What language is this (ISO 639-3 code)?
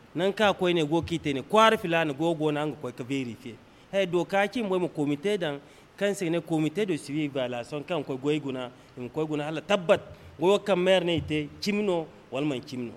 dje